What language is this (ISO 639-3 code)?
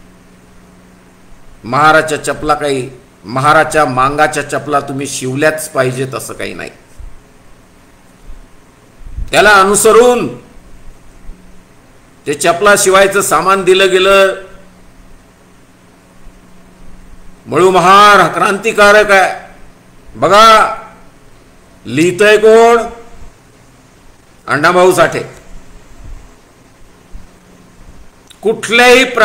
mar